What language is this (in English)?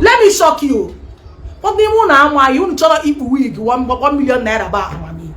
Igbo